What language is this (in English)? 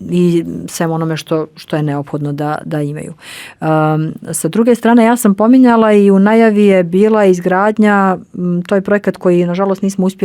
Bosnian